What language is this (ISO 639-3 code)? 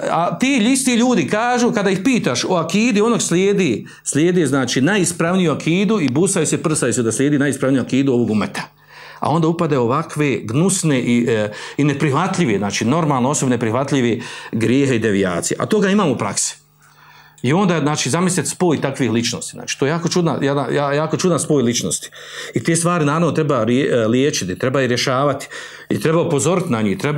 bos